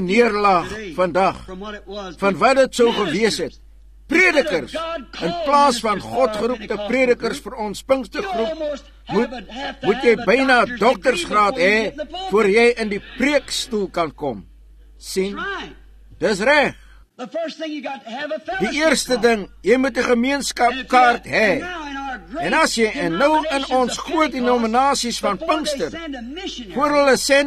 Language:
Afrikaans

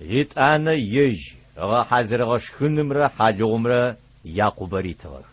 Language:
Adyghe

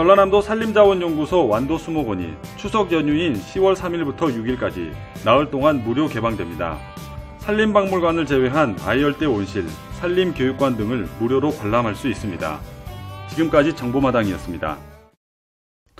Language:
Korean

